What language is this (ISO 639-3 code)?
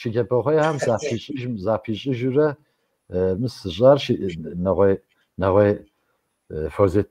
kbd